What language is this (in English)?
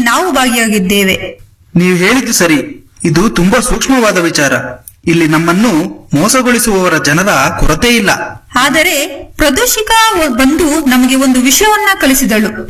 Kannada